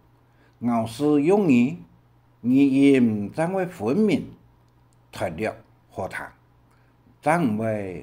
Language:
Hakka Chinese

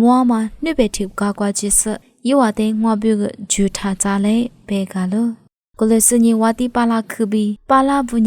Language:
Lisu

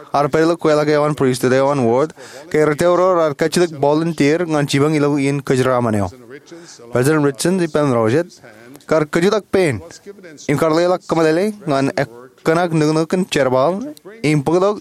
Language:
Marshallese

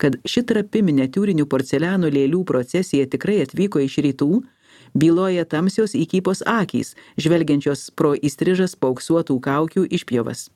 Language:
Lithuanian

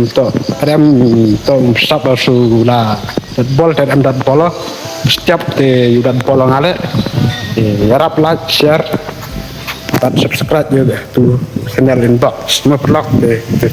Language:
Khasi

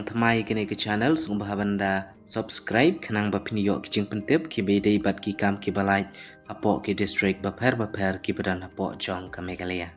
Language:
Khasi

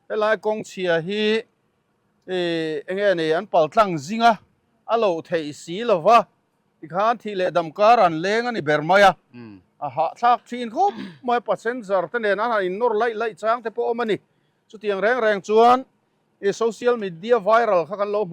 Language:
Mizo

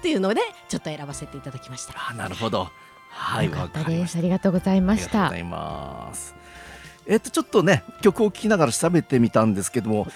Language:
Japanese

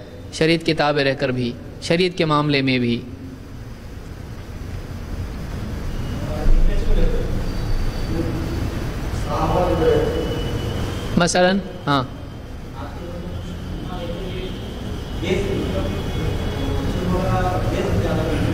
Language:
Urdu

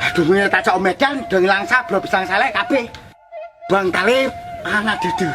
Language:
Achinese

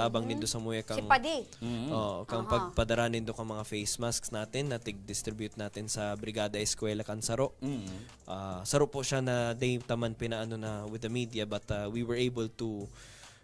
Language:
Bikol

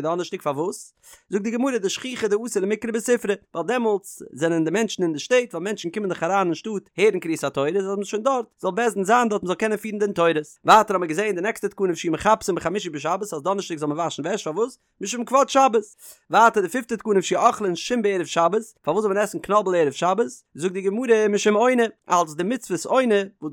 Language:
Yiddish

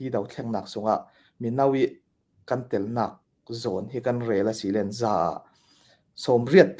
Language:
Falam Chin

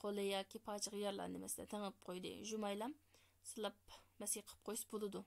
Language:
Uyghur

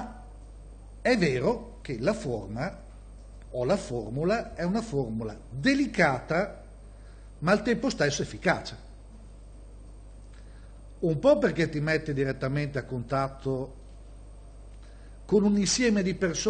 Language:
Italian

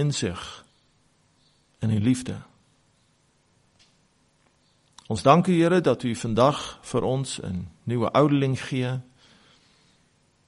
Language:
Afrikaans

